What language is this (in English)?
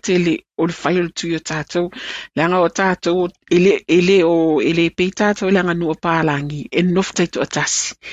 Samoan